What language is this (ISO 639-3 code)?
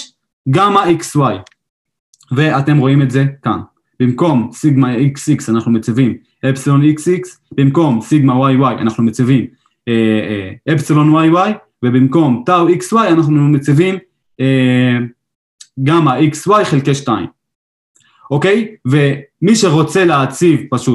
heb